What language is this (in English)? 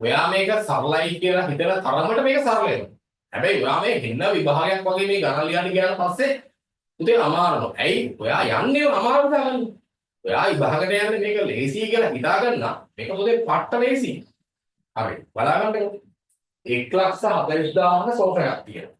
Sinhala